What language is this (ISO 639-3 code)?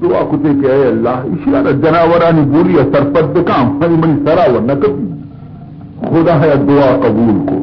bal